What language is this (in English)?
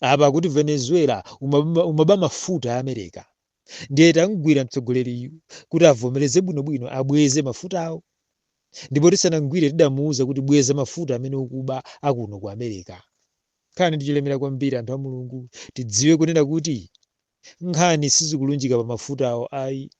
Nyanja